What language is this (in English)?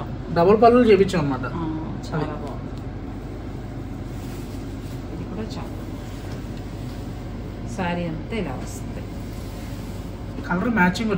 Telugu